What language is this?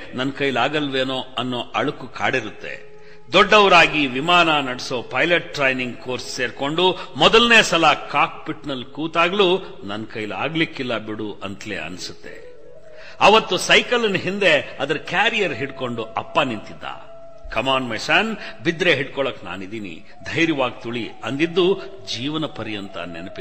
Kannada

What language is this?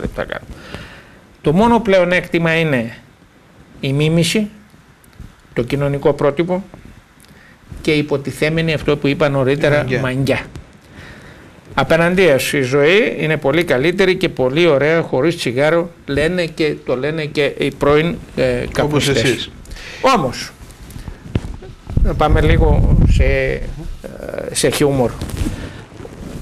Greek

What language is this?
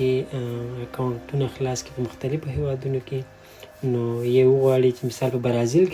Pashto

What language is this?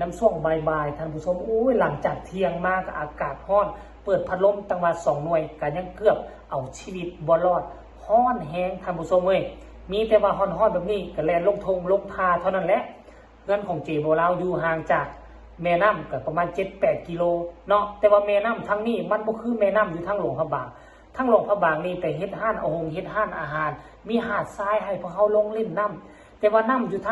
Northeastern Thai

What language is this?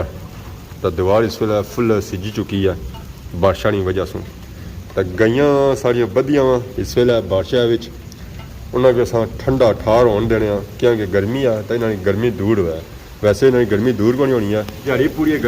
Pahari-Potwari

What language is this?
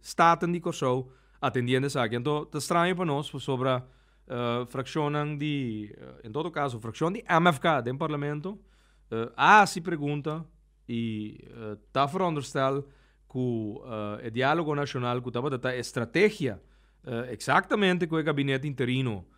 Papiamento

